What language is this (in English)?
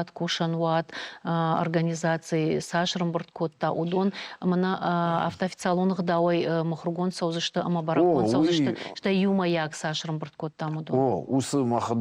Ossetic